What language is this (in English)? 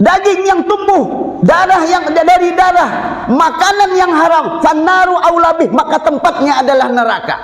Banjar